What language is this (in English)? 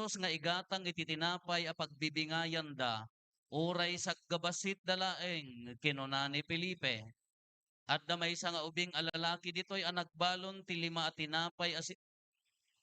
Iloko